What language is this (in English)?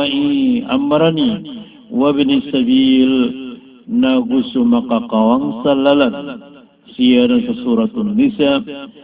Maranao